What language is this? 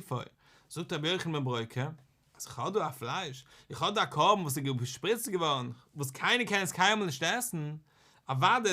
Yiddish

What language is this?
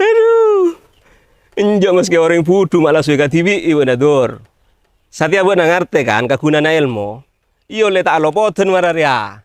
Madurese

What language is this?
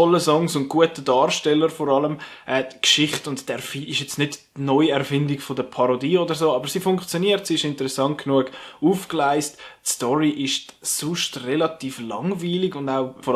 Swiss German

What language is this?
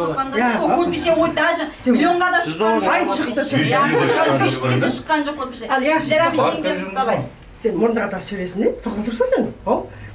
Kara-Kalpak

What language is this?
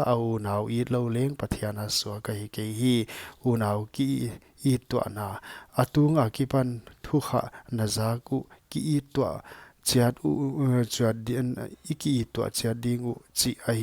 Paite Chin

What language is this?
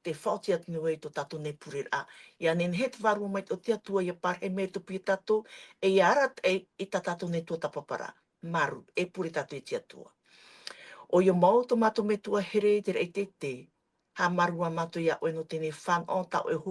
Tahitian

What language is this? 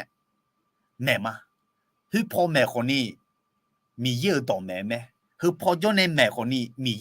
Akha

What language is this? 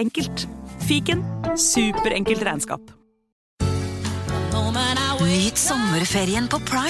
Norwegian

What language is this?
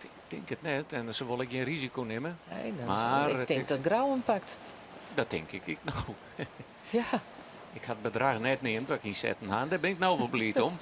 Western Frisian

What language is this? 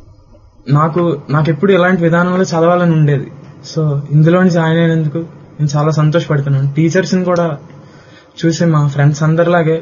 Telugu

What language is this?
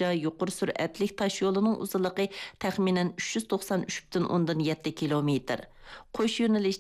Uyghur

